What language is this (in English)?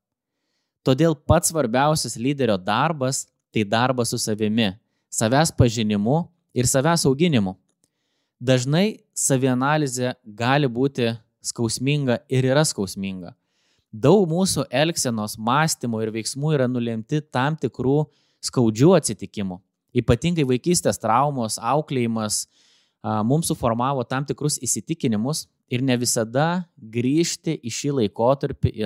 Lithuanian